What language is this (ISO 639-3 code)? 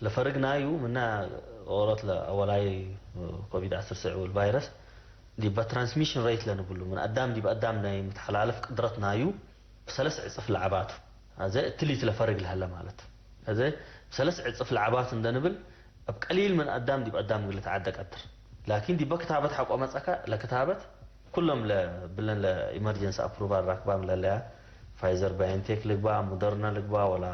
tig